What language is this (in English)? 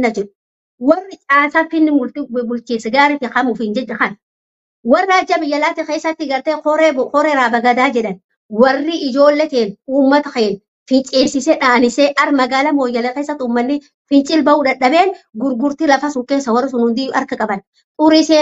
Oromo